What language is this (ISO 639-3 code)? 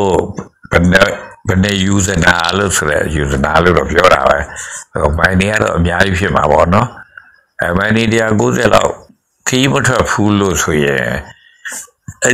mya